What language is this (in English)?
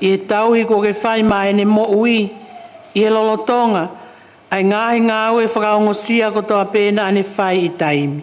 Tongan